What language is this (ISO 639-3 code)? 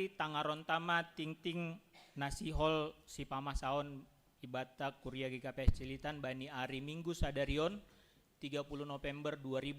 bts